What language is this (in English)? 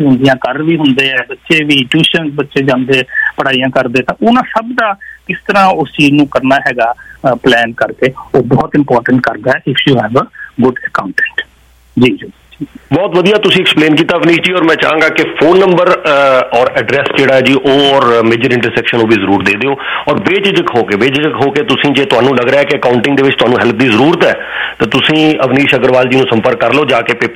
Punjabi